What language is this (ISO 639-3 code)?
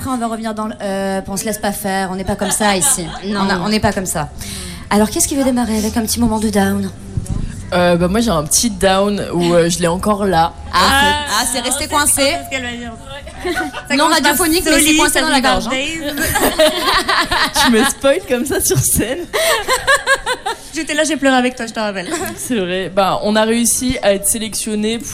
fra